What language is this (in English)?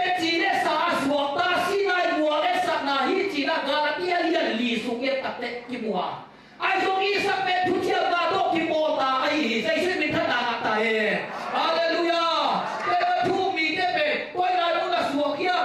Tedim Chin